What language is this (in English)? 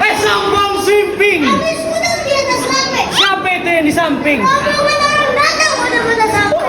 Betawi